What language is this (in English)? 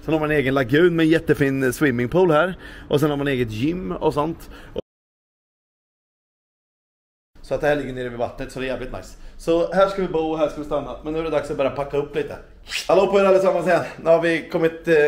Swedish